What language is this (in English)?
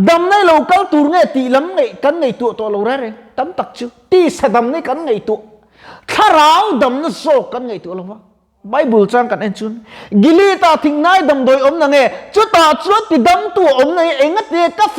Mizo